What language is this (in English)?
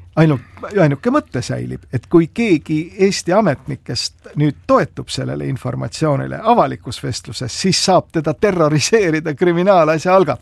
Estonian